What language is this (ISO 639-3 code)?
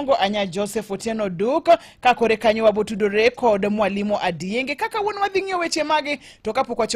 luo